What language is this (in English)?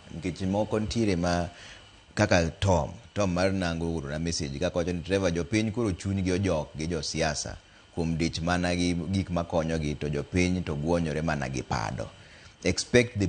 Luo (Kenya and Tanzania)